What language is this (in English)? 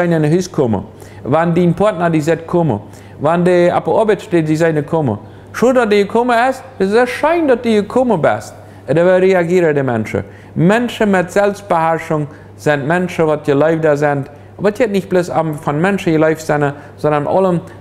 Plautdietsch